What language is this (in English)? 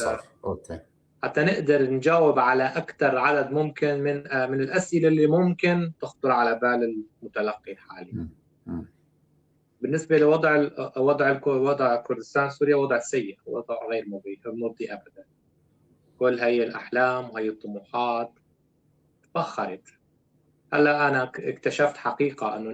North Levantine Arabic